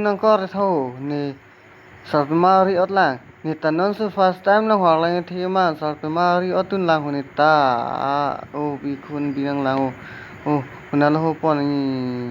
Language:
Karbi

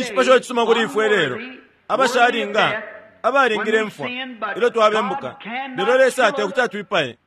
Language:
Bemba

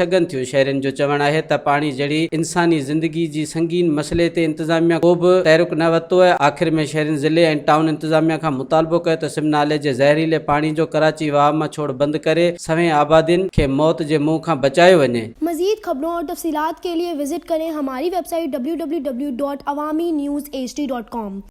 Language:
Sindhi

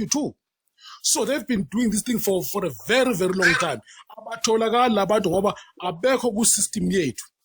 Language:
Zulu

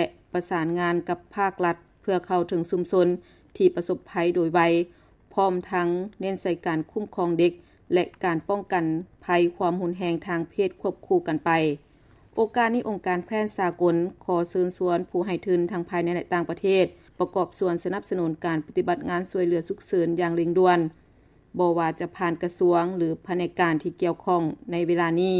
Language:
Lao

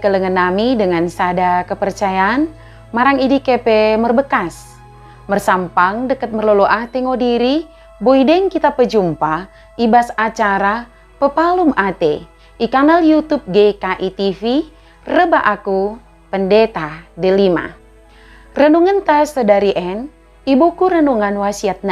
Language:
Batak Dairi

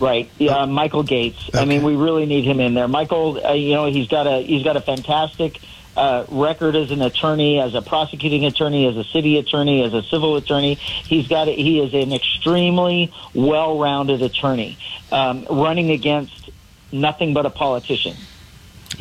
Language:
English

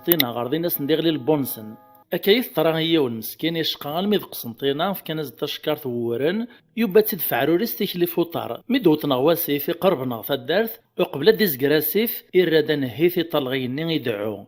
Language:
Kabyle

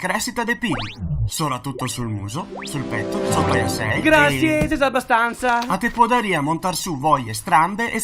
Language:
Venetian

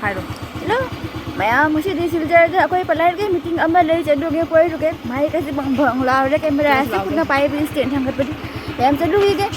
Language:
Manipuri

